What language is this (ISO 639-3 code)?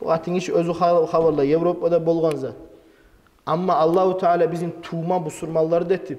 kum